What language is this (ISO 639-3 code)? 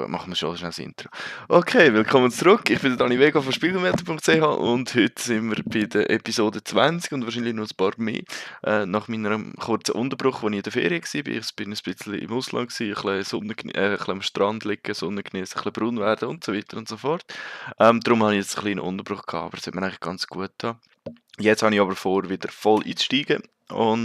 gsw